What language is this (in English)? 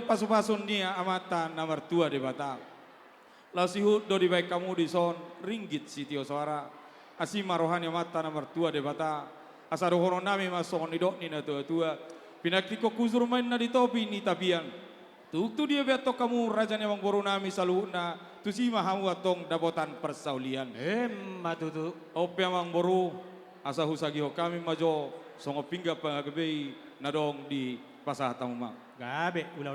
Batak Toba